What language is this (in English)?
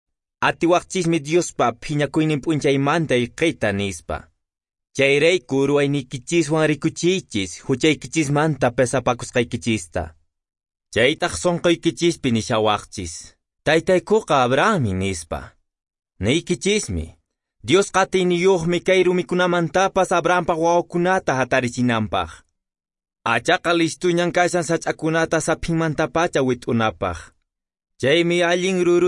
Quechua